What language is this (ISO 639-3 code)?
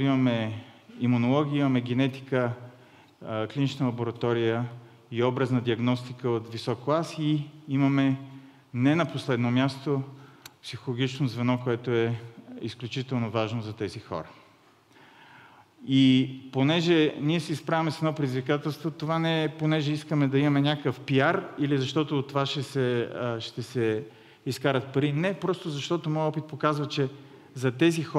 bul